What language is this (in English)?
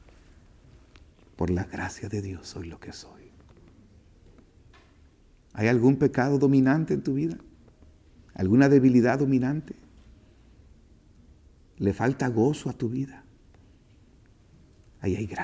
Spanish